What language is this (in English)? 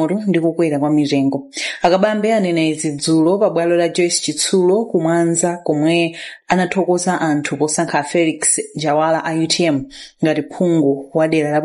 Nyanja